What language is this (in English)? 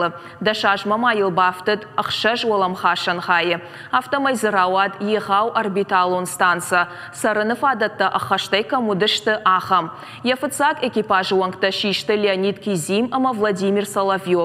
Ossetic